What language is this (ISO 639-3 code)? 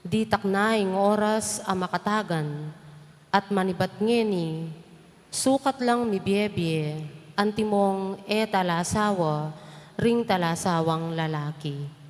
pam